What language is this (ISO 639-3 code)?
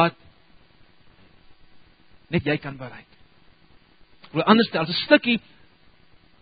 afr